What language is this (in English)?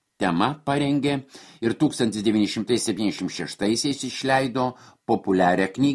Lithuanian